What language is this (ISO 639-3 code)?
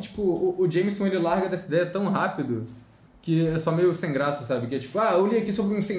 por